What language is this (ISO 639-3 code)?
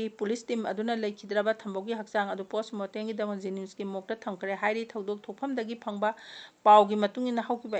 mni